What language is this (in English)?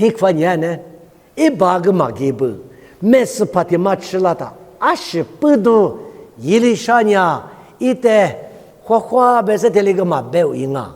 Lisu